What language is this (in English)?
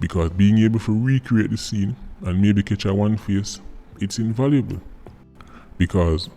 Jamaican Creole English